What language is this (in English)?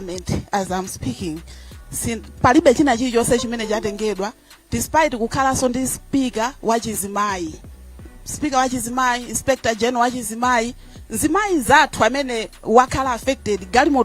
Nyanja